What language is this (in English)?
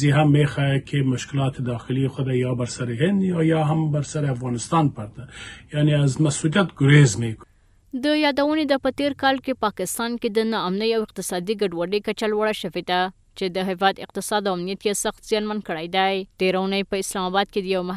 Pashto